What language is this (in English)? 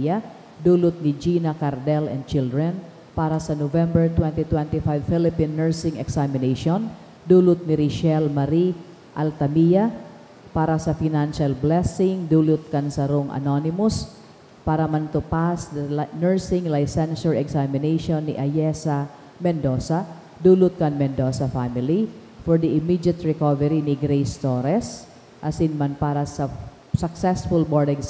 Bikol